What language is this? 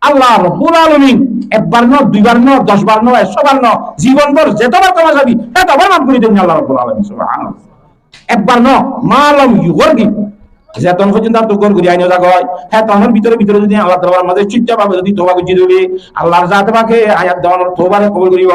Rohingya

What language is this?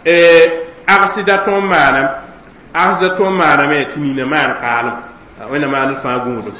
Mossi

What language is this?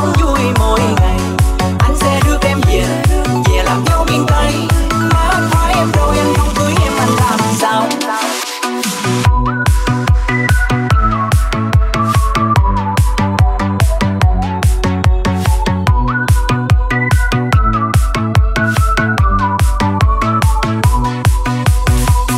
Vietnamese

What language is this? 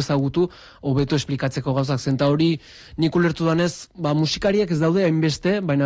Basque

